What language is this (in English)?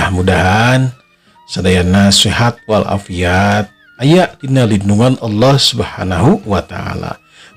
Sundanese